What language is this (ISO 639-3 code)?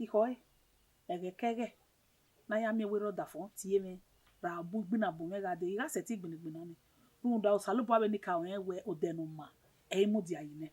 bin